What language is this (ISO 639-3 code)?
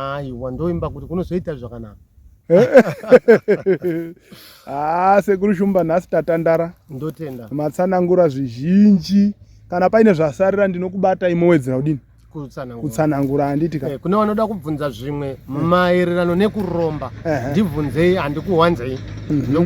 sna